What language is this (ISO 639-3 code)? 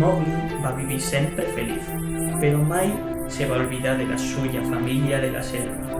arg